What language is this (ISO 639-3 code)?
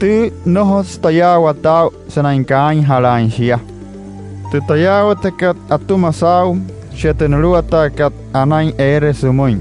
guc